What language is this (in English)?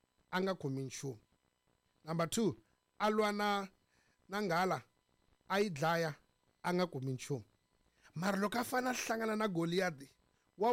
Tsonga